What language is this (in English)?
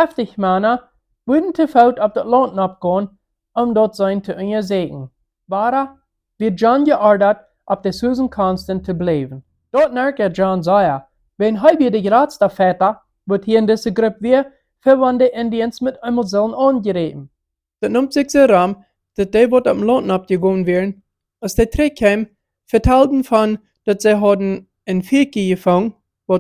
Plautdietsch